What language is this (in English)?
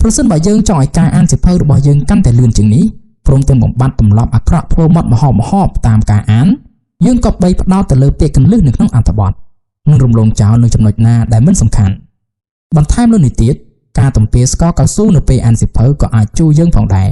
Khmer